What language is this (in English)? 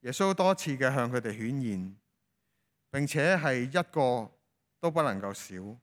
Cantonese